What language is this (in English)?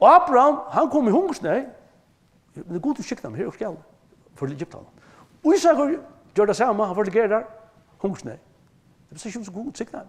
Faroese